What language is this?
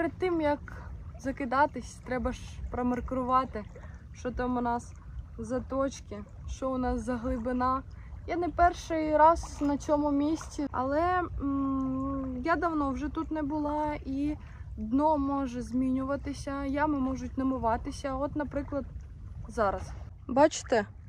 Ukrainian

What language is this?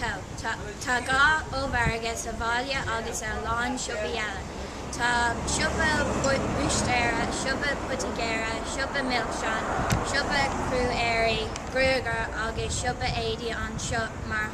Irish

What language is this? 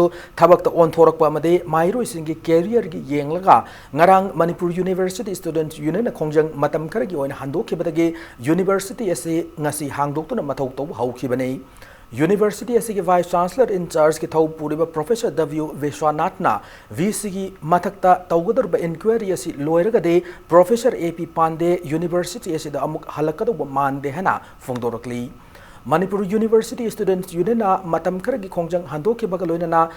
Manipuri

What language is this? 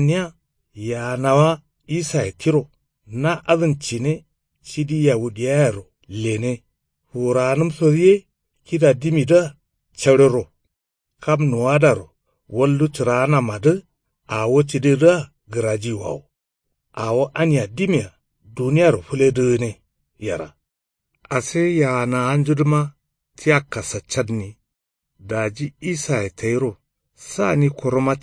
Kanuri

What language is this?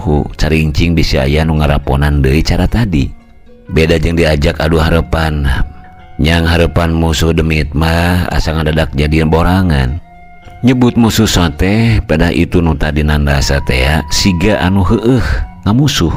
Sundanese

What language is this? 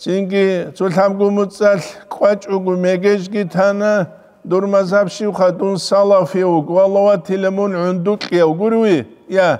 Avaric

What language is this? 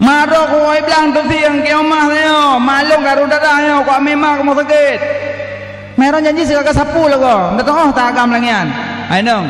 Achinese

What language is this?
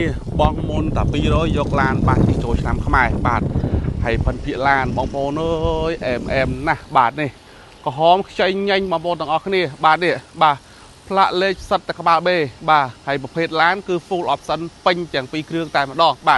Khmer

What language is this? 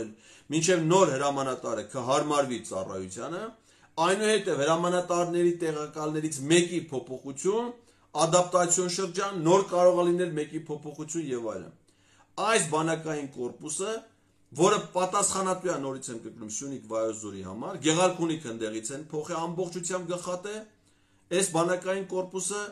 Armenian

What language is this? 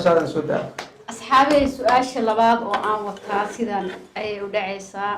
Somali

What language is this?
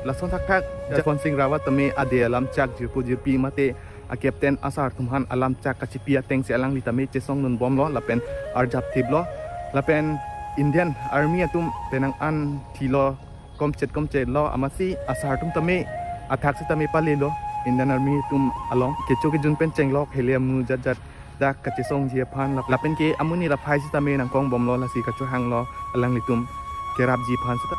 Karbi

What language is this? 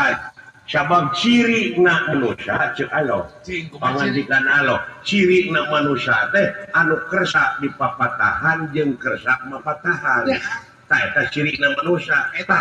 Sundanese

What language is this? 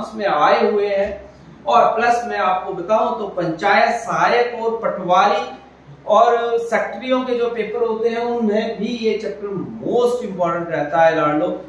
Hindi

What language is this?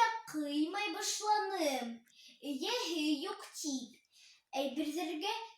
Bashkir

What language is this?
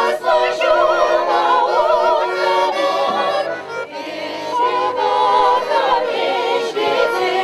Chuvash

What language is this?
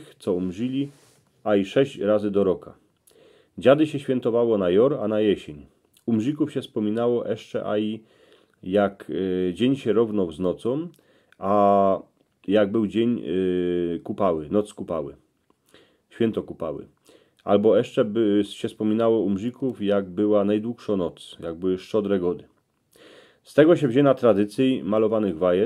Silesian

